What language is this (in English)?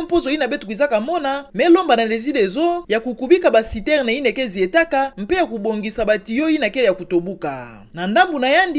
Kituba (Democratic Republic of Congo)